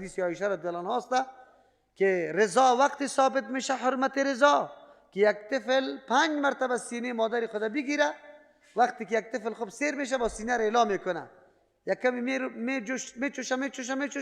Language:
Persian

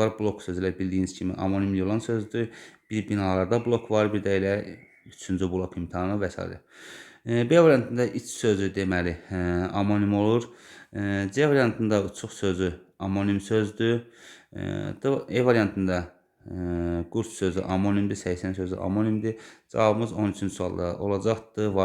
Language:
Azerbaijani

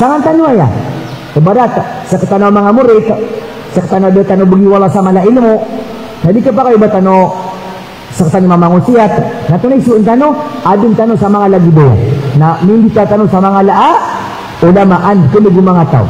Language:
Maranao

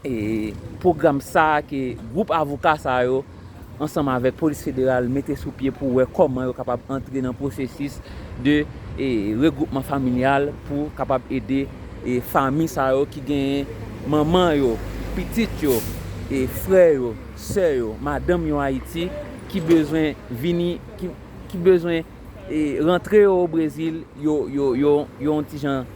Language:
Haitian Creole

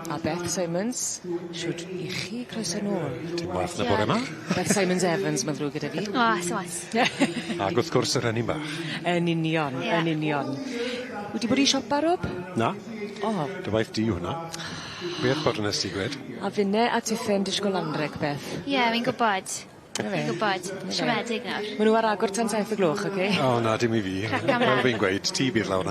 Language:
Welsh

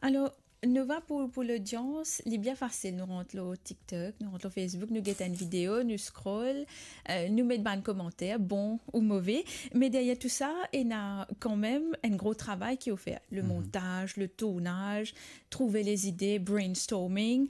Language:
Morisyen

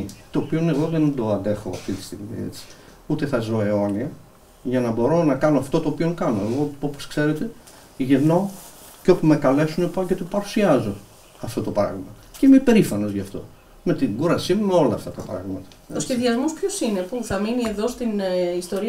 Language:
Greek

